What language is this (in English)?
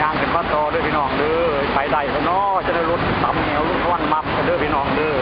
Northeastern Thai